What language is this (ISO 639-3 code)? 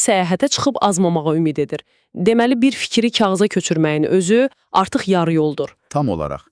aze